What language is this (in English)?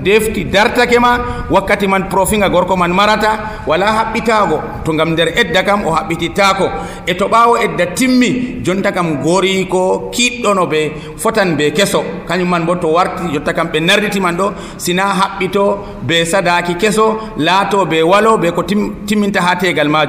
Nigerian Fulfulde